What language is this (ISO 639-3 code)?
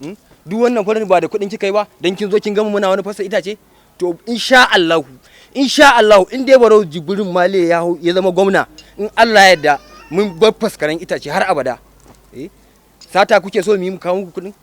hau